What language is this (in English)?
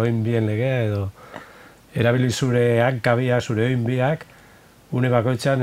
Basque